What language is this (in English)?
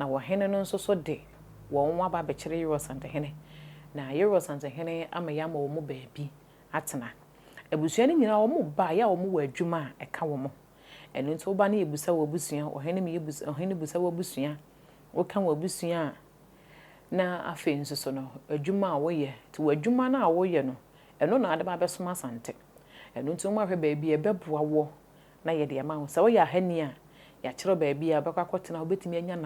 Akan